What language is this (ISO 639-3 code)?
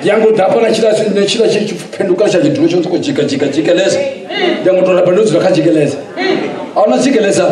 ven